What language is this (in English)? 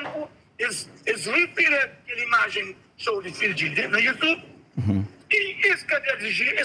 Kabuverdianu